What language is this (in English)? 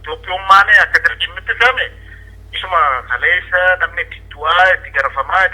Oromo